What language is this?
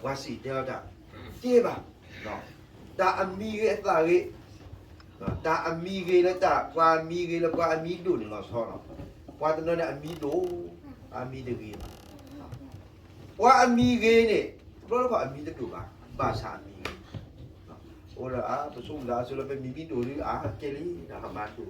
S'gaw Karen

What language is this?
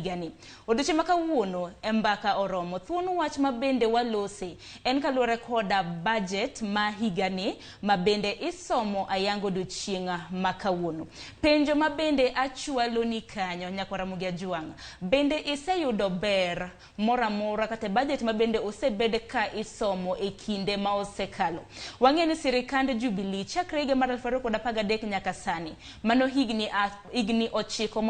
Luo (Kenya and Tanzania)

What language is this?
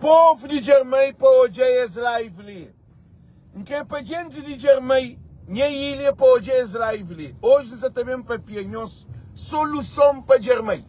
Kabuverdianu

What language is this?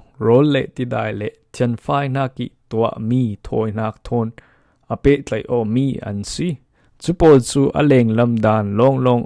Falam Chin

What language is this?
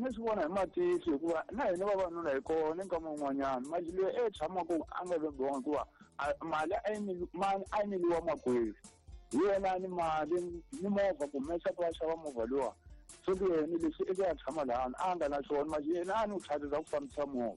Tsonga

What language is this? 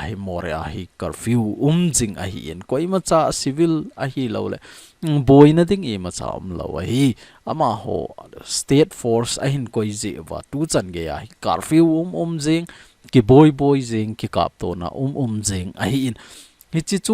Thado Chin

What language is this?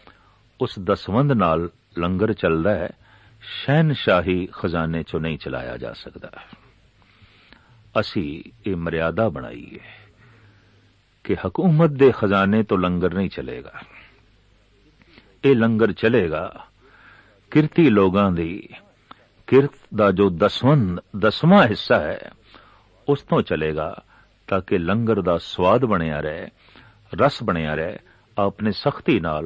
Punjabi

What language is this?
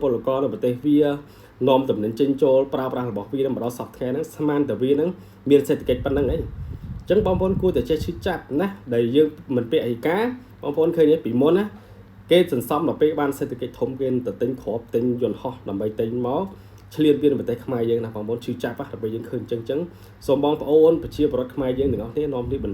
Khmer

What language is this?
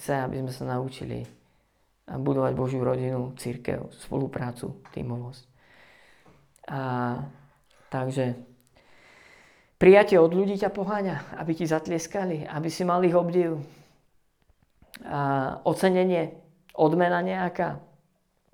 Slovak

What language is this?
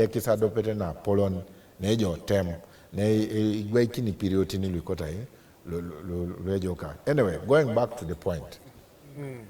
Teso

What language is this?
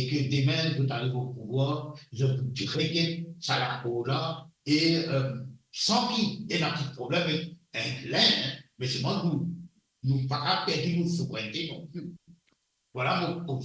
Morisyen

